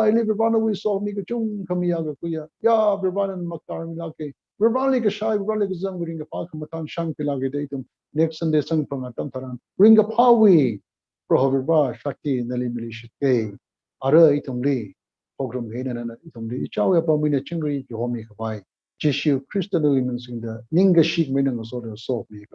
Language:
Tangkhul Naga (India)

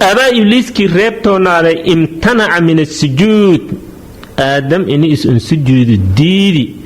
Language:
Somali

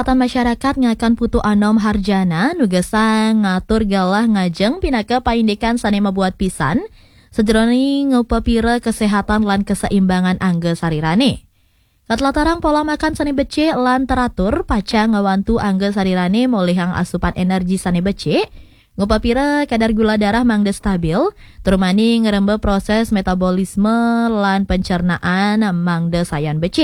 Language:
Balinese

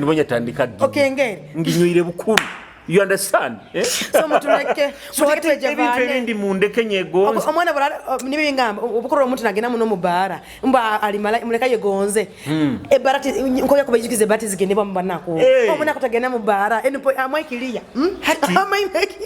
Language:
Nyoro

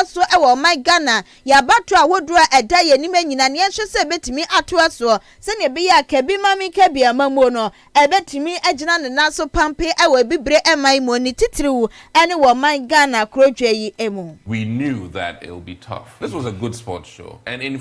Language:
Akan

